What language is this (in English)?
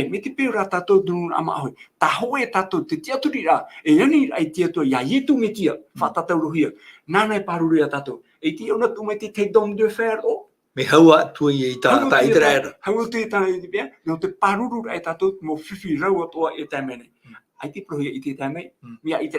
Tahitian